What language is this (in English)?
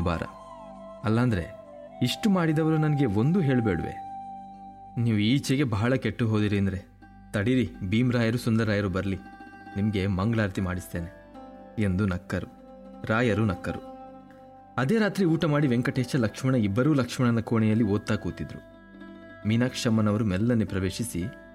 Kannada